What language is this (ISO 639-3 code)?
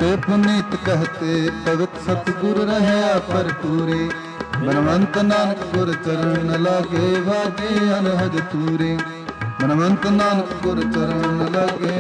pan